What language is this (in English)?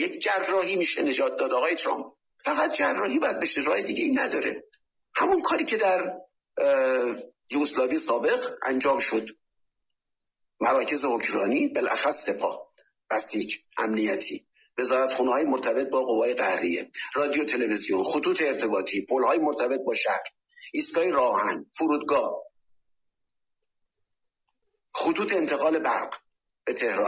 Persian